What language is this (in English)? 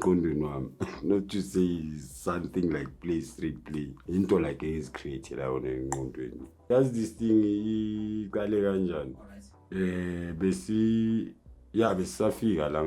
Zulu